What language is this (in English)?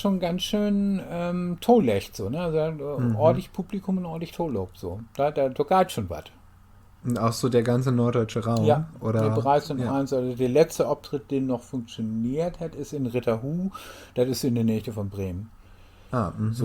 Low German